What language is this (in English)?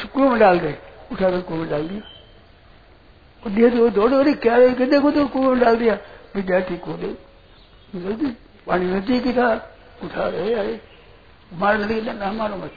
Hindi